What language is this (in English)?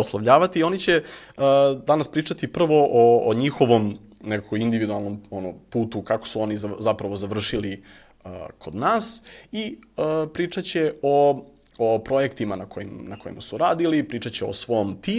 Serbian